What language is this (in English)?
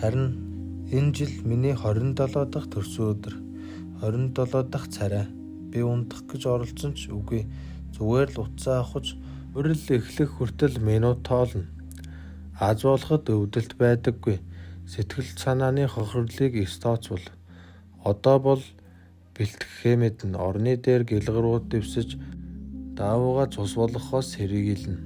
Mongolian